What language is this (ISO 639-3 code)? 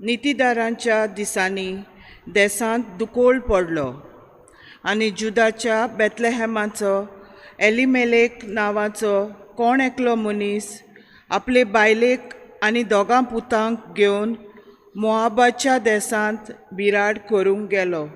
kok